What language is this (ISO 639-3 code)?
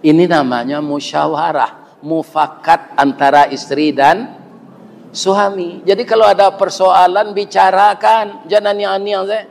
min